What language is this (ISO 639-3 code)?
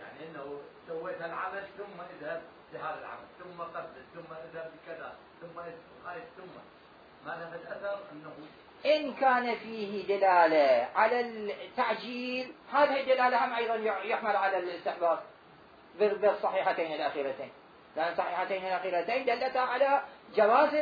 acm